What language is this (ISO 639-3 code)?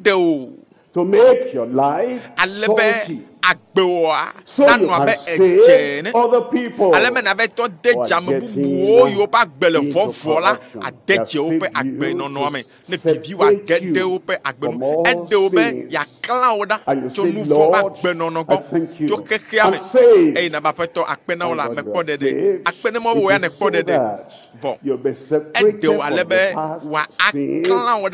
ewe